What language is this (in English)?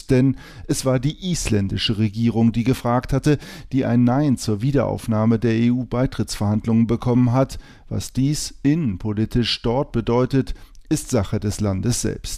German